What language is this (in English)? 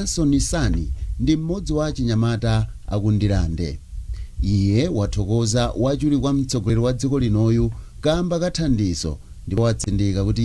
Nyanja